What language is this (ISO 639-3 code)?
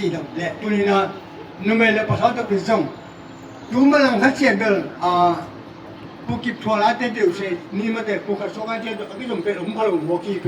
ctd